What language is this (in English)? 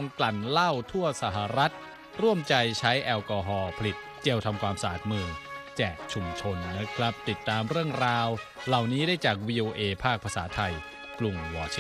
Thai